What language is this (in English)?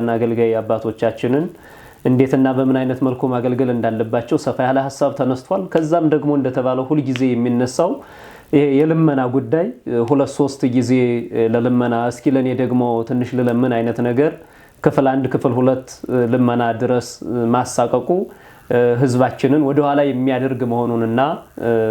Amharic